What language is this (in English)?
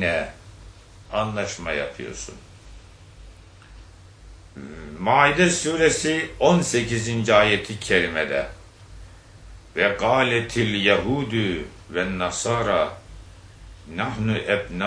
Turkish